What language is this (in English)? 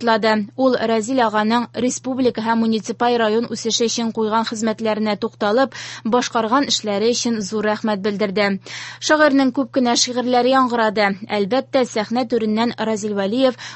Tatar